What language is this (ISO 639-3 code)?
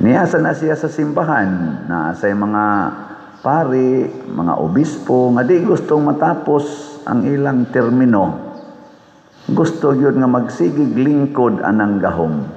ceb